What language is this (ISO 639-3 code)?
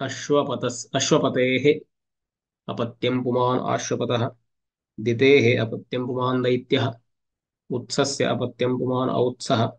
san